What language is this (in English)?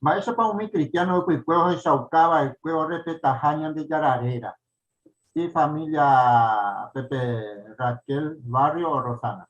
Guarani